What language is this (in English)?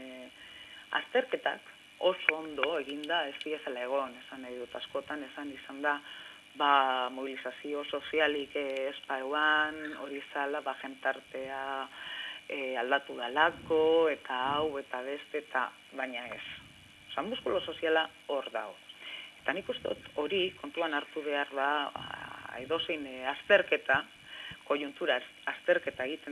Basque